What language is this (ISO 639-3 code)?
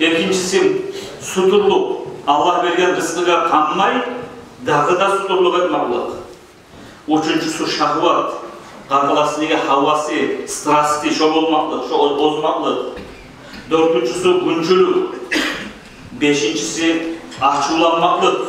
kum